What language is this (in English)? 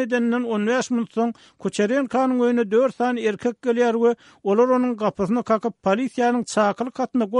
Turkmen